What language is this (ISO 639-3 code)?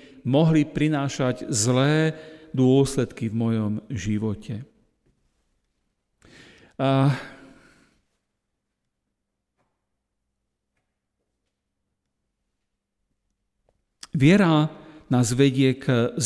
slk